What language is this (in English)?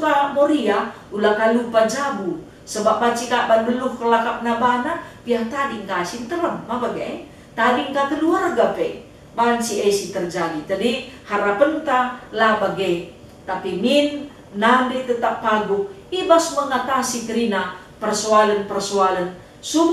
Batak Karo